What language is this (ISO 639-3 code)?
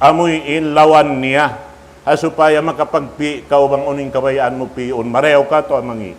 tsg